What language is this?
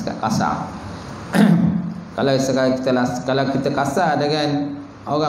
Malay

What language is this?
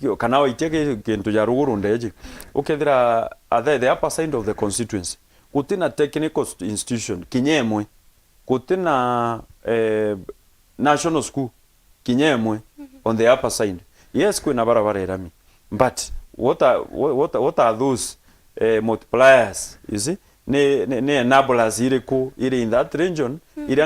Meru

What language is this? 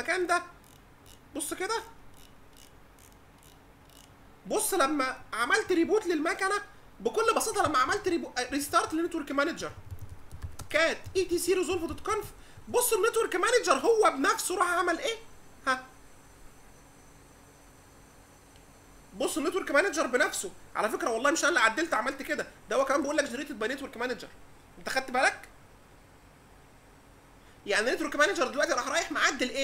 Egyptian Arabic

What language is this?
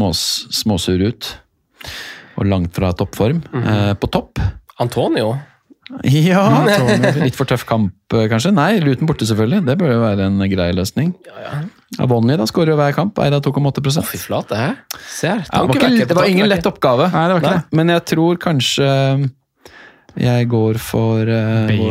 Norwegian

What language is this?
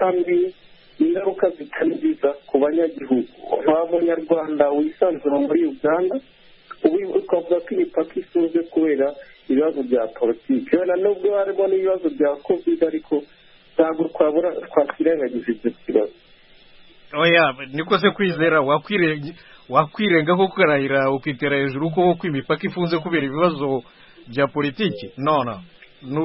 Kinyarwanda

